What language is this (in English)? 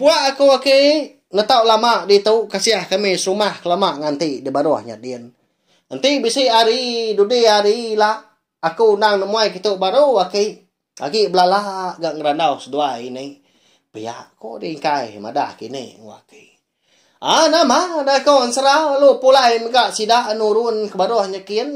Iban